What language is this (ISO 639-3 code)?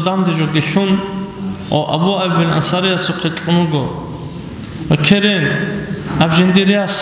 ava